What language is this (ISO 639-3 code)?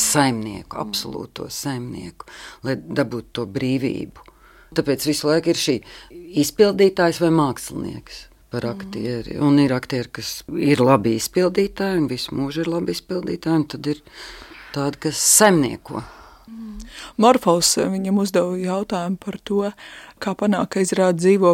lav